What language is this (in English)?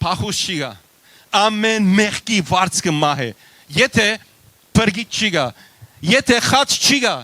Western Armenian